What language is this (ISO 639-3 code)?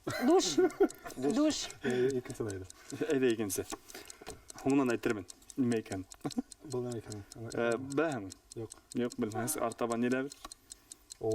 bak